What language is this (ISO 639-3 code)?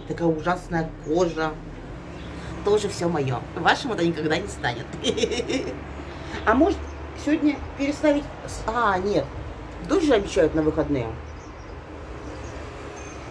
rus